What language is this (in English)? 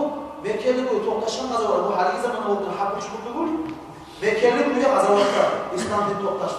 Kumyk